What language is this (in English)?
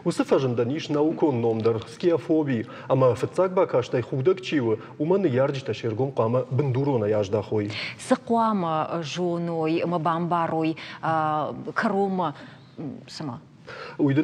Ossetic